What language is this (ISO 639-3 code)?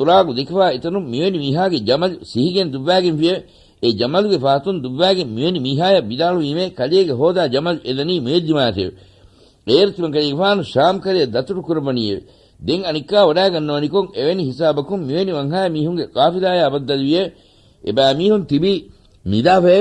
div